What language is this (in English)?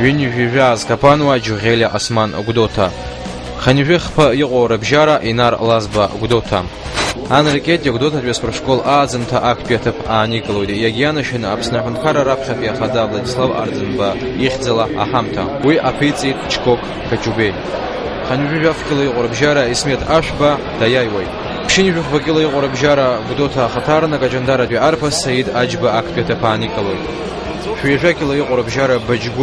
Abkhazian